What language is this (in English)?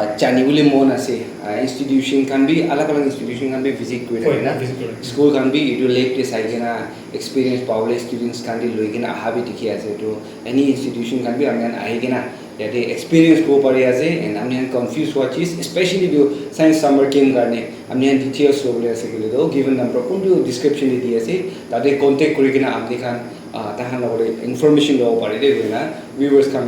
Naga Pidgin